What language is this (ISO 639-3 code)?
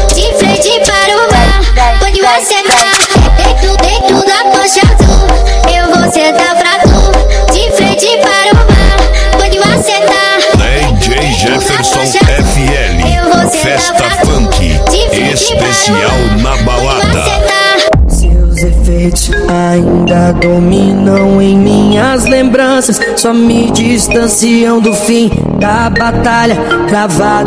por